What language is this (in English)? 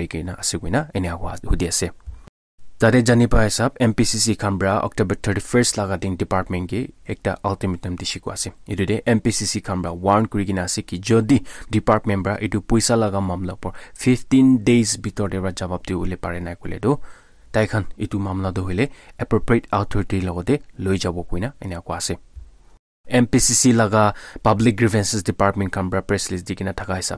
Naga Pidgin